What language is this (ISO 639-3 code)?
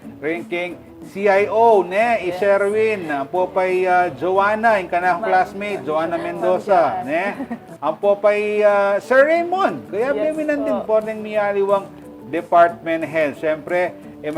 pam